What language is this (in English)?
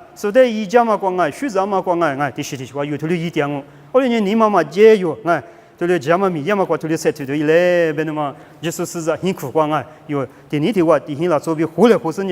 Lisu